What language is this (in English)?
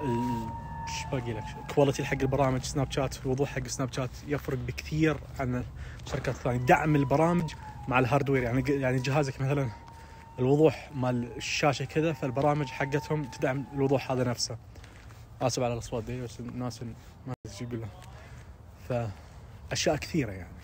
Najdi Arabic